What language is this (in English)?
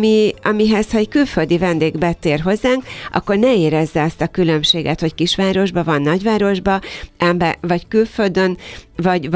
Hungarian